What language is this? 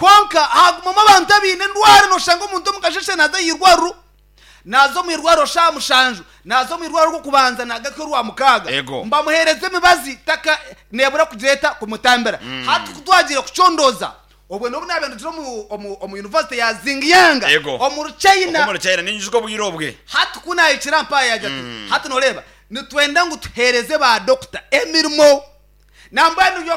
Nyankole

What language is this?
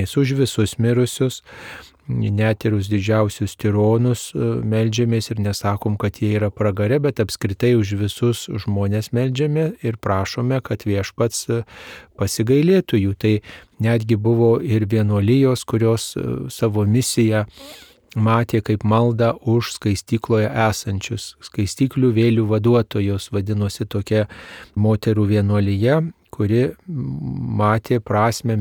Lithuanian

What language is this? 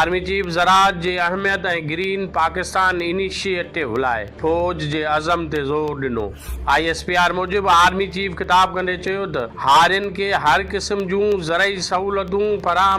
Sindhi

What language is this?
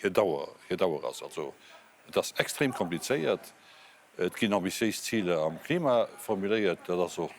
Luxembourgish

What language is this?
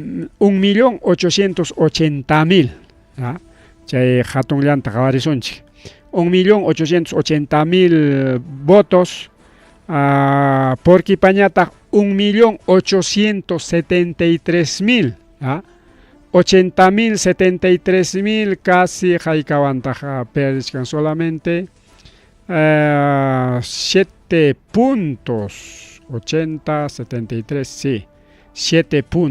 Ayacucho Quechua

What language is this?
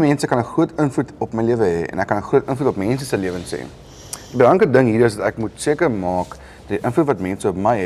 Afrikaans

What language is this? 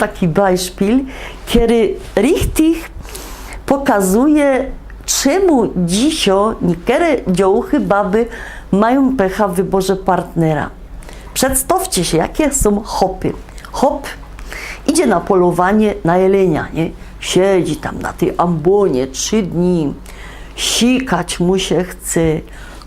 Silesian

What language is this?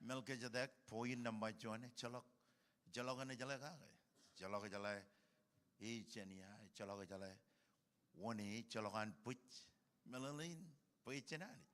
Marshallese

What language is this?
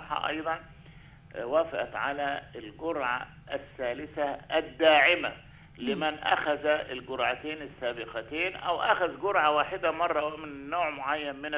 Arabic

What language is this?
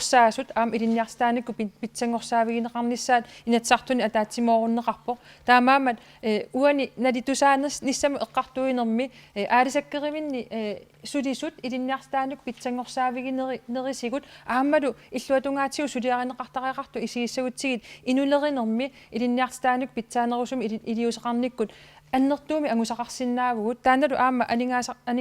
Kalaallisut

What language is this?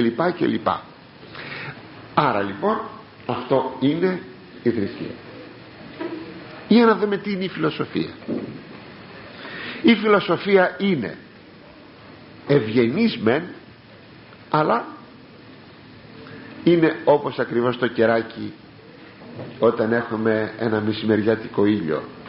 Greek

